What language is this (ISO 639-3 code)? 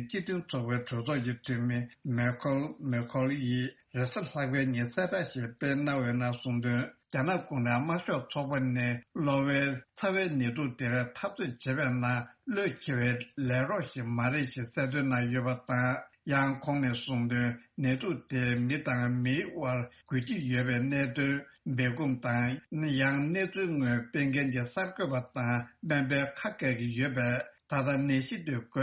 bod